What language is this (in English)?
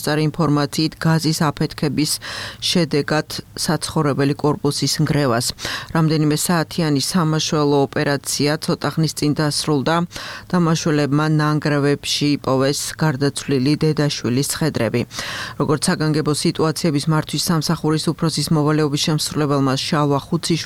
Georgian